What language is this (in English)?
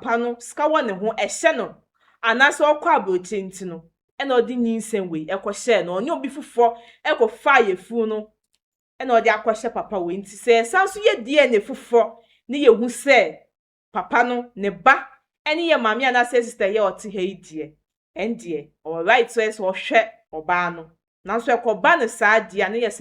Akan